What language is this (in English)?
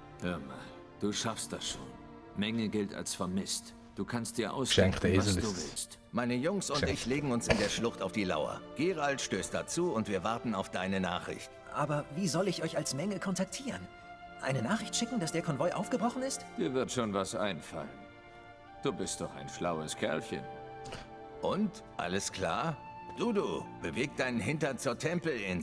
Swiss German